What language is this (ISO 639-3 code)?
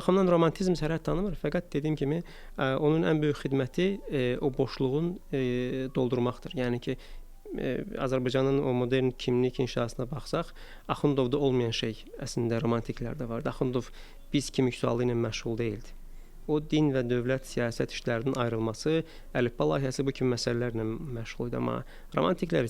aze